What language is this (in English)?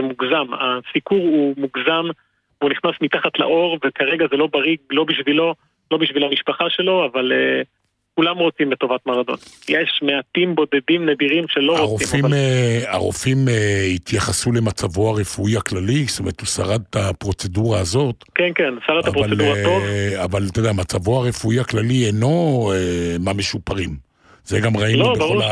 Hebrew